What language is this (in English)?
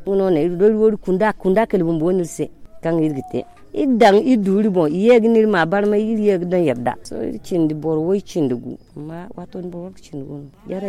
Zarma